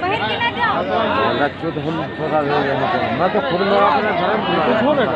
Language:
Chhattisgarhi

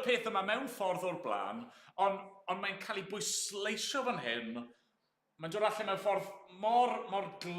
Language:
Welsh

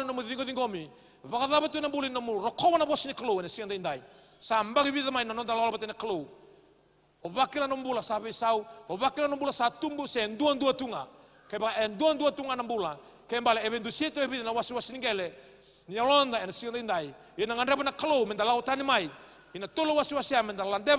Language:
Fijian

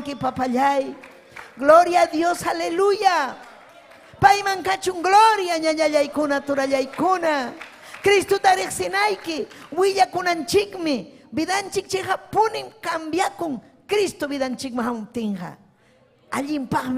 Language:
Ayacucho Quechua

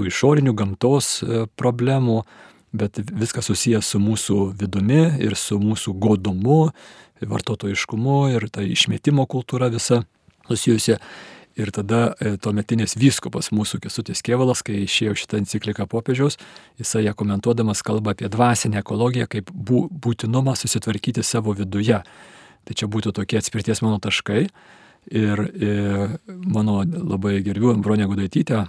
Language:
Lithuanian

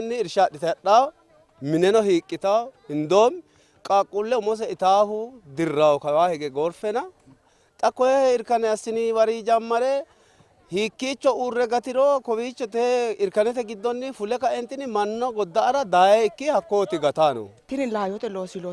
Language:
Sidamo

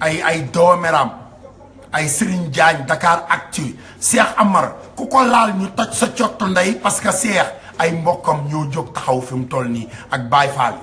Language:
Wolof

